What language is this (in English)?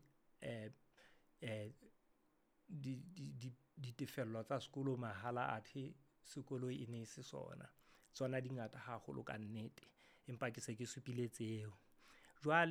Southern Sotho